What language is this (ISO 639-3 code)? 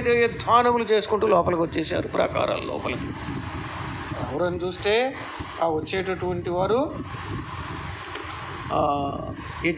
tel